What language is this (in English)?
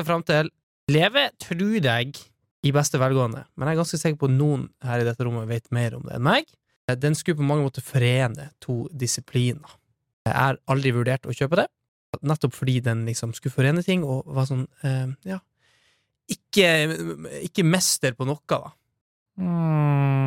Norwegian